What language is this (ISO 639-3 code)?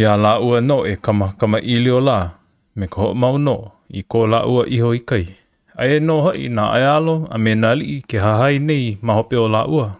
haw